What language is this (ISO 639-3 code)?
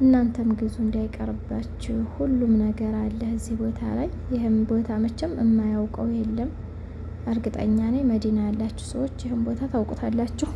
amh